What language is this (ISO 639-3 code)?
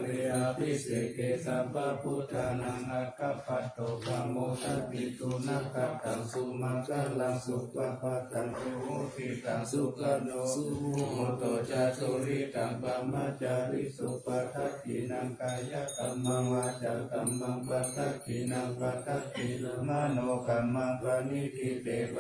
pli